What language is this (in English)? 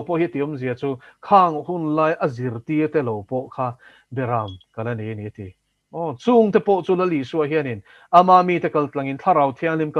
Mizo